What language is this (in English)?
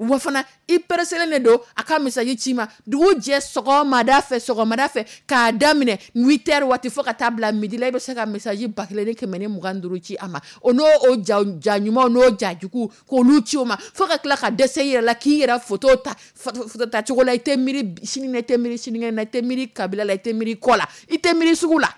Dyula